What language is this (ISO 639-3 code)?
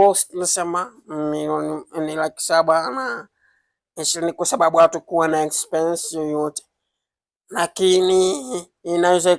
swa